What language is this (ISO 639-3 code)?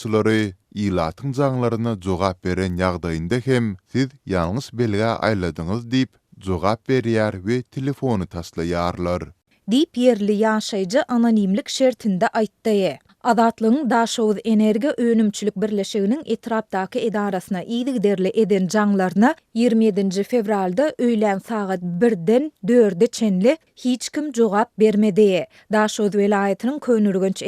tuk